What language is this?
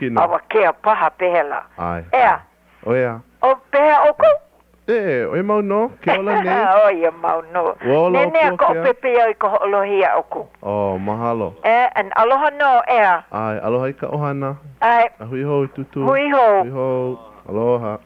Hawaiian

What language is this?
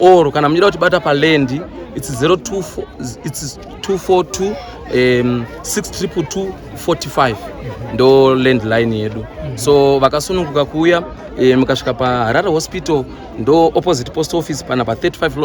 Shona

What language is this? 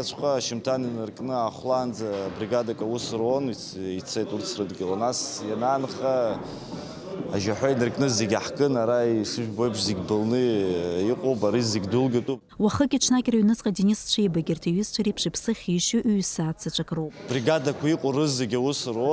Abkhazian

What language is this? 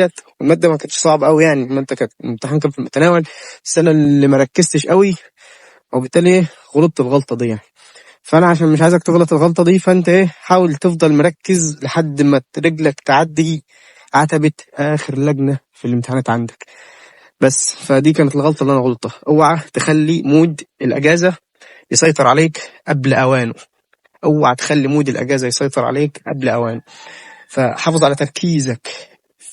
Egyptian Arabic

